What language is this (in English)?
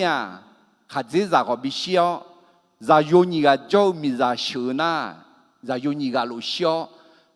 Akha